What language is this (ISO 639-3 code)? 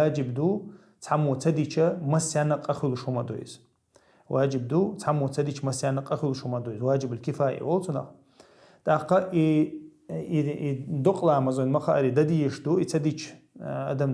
che